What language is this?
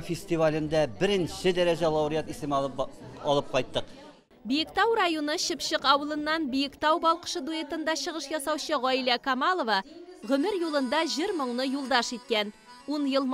Tatar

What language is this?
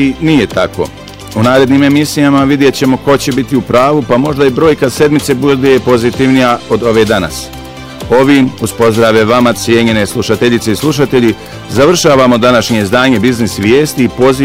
Bosnian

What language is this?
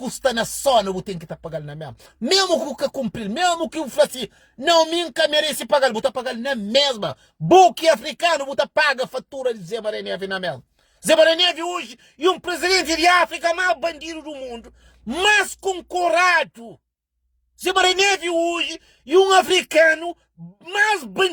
Kabuverdianu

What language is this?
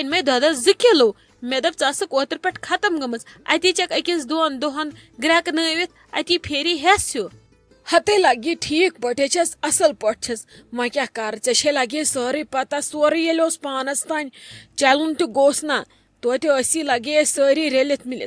Kashmiri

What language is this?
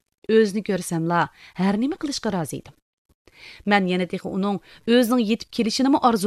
Uyghur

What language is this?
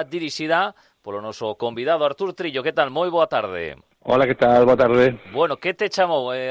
Galician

